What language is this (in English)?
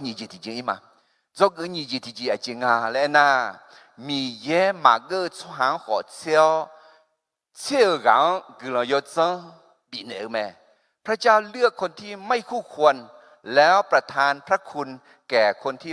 Akha